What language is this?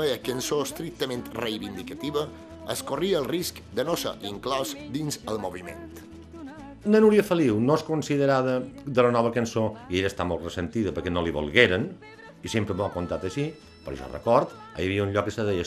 Catalan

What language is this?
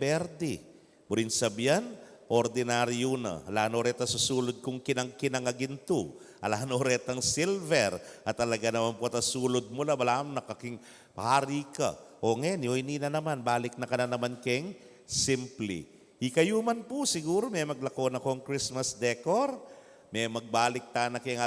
Pampanga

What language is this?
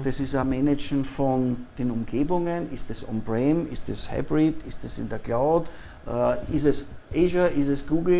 German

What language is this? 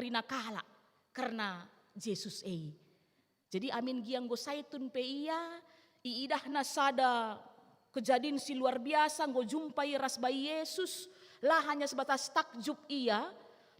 Batak Karo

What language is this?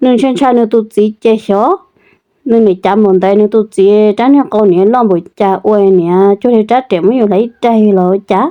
Hmong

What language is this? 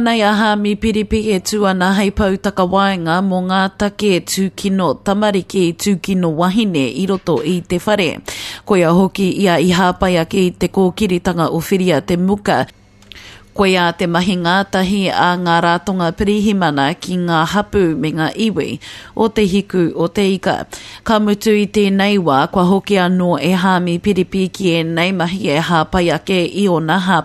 Māori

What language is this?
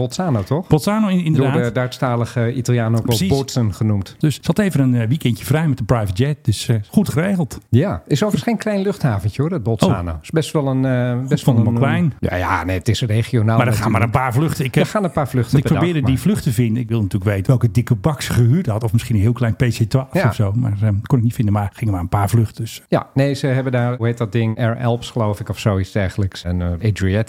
Dutch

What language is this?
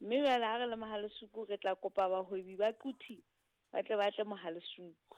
Southern Sotho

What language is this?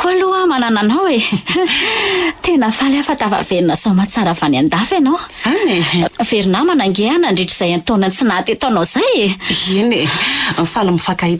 Malagasy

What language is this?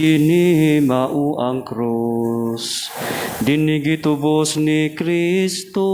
Cebuano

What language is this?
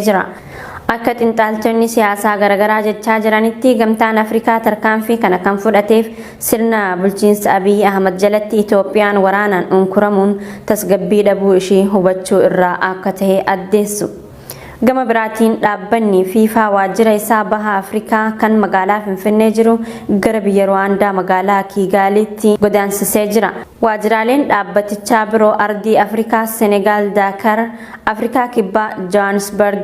Oromo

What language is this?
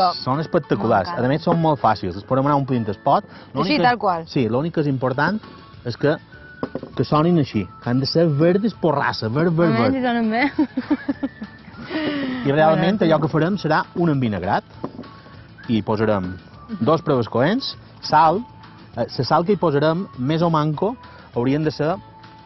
Catalan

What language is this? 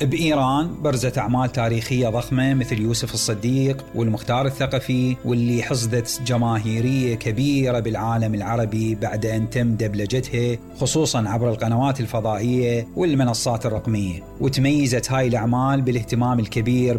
Mesopotamian Arabic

